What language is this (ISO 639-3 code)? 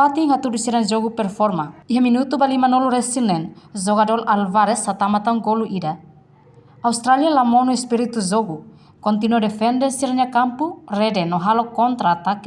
tet